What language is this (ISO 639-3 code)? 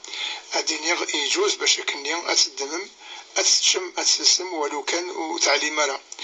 kab